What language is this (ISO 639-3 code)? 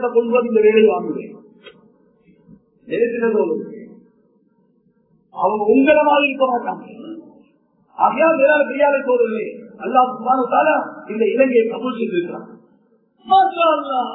tam